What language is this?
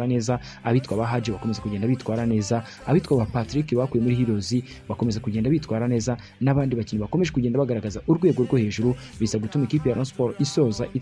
Kinyarwanda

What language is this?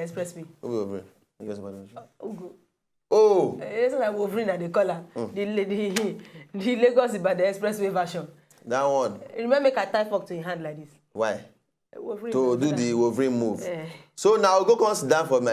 Nigerian Pidgin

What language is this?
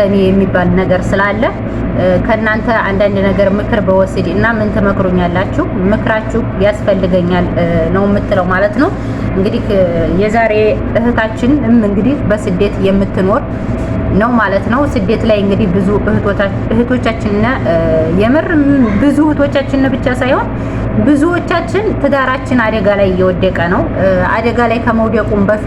Amharic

